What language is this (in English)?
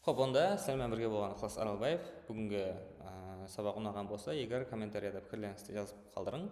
Kara-Kalpak